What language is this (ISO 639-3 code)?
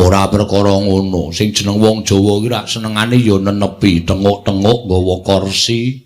jav